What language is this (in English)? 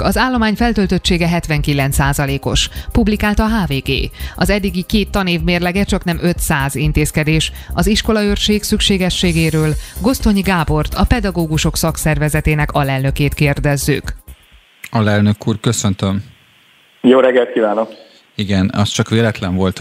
Hungarian